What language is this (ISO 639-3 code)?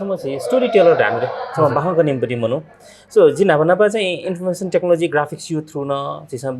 new